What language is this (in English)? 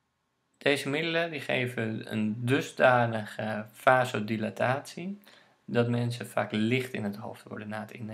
Dutch